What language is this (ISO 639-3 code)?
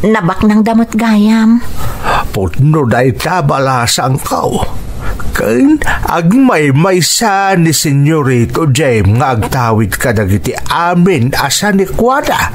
ilo